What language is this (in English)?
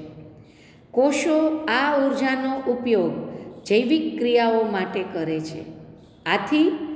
Gujarati